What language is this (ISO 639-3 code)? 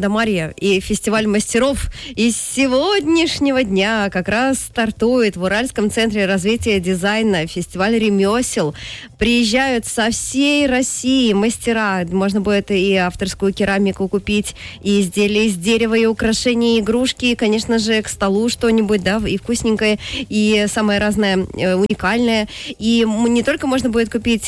rus